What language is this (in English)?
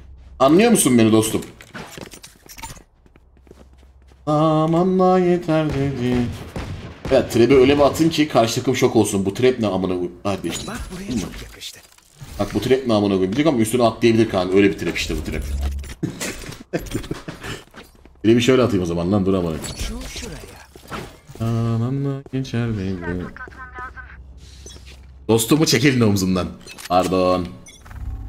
Turkish